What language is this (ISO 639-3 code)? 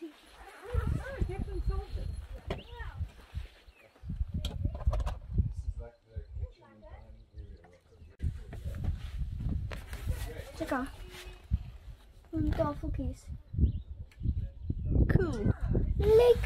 afr